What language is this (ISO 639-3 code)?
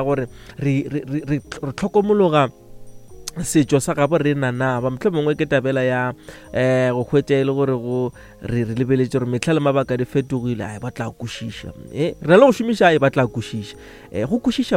nso